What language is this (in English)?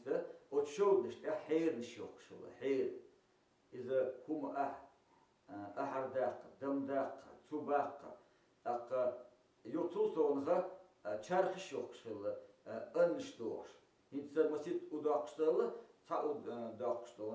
Chechen